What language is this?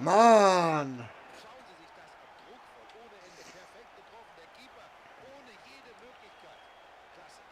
Bavarian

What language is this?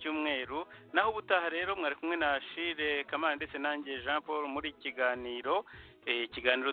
Kinyarwanda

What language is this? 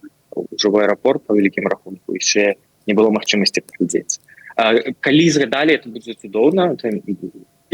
Belarusian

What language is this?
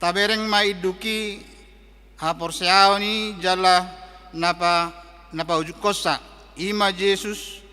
Batak Toba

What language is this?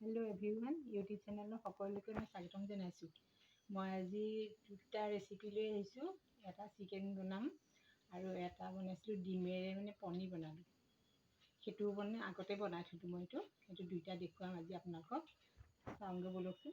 Assamese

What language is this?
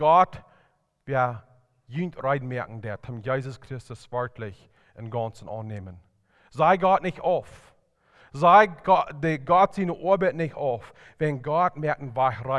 Plautdietsch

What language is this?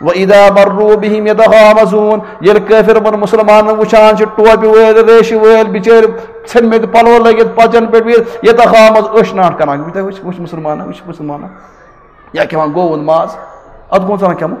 Kashmiri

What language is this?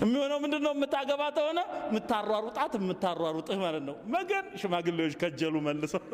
Amharic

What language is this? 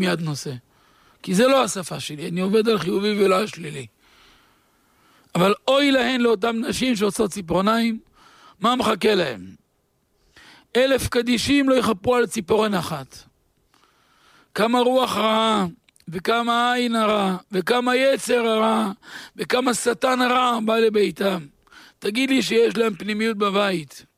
Hebrew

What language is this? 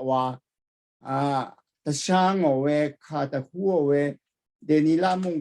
Rawang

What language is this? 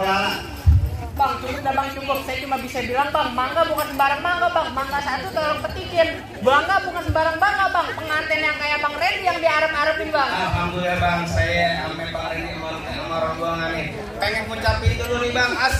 Betawi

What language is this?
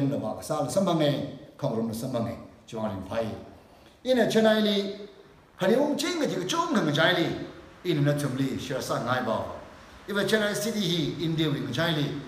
Tangkhul Naga (India)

